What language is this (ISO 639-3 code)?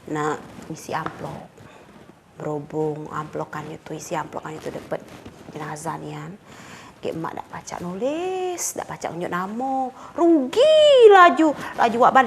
mui